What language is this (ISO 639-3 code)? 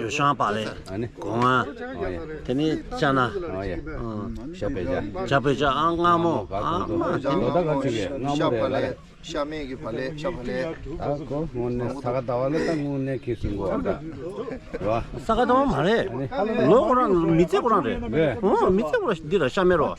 bod